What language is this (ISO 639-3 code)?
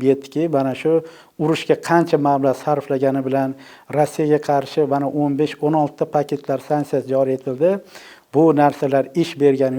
uzb